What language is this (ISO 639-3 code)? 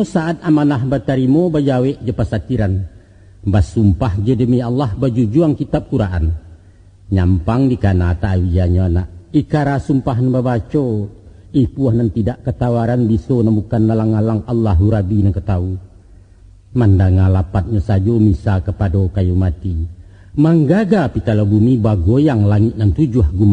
min